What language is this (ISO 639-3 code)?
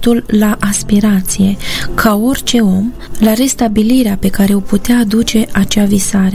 ron